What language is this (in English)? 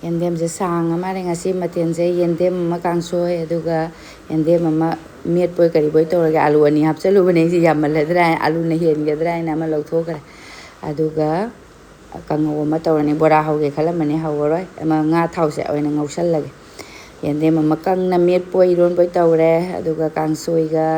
Manipuri